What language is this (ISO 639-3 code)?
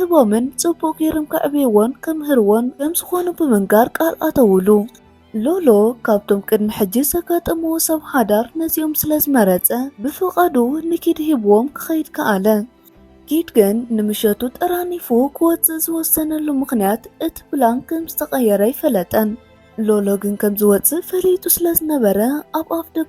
tir